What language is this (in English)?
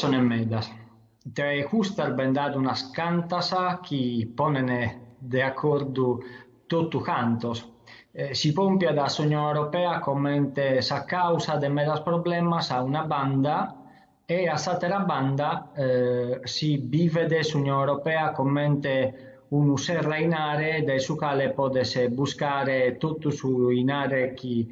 Sardinian